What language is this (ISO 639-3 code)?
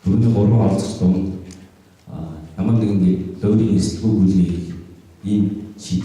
mon